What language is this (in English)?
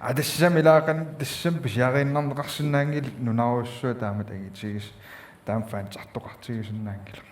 Kalaallisut